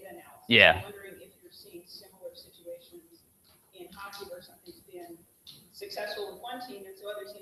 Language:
English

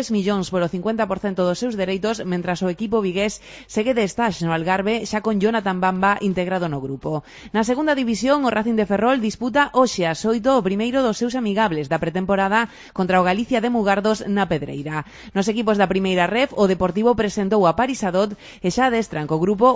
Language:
Galician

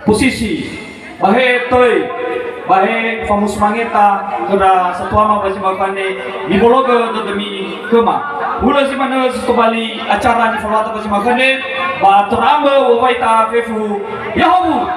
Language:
Nias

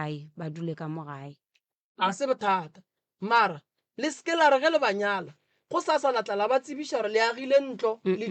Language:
Northern Sotho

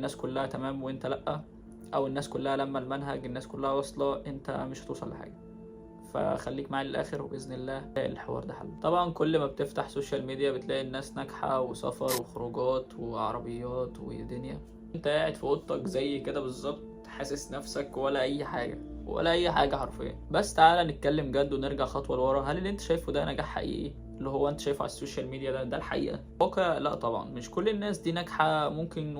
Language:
Egyptian Arabic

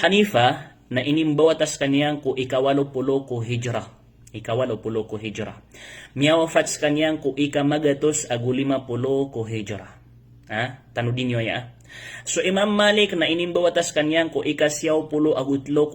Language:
Maranao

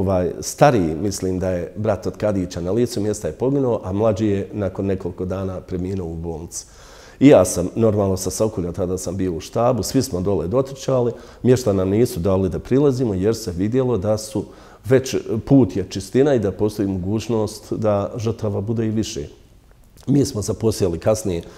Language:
Bosnian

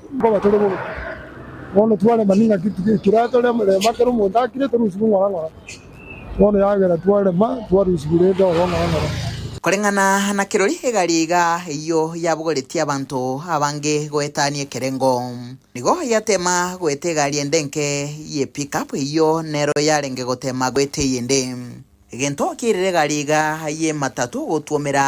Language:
Gusii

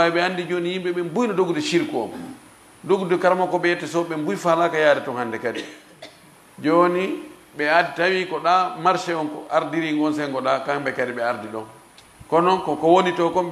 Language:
Fula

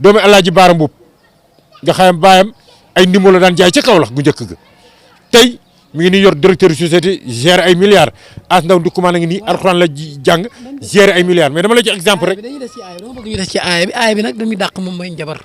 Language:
Wolof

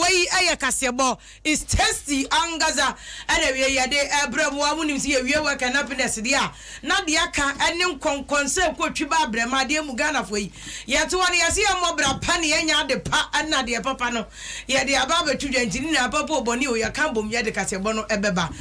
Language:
Akan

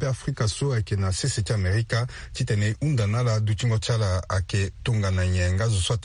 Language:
Sango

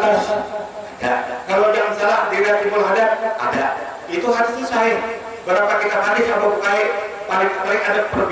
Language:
Banjar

